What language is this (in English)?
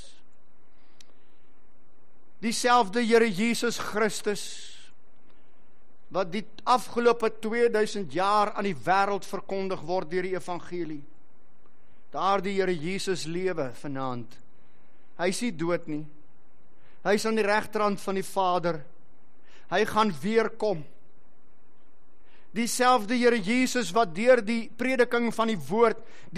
Afrikaans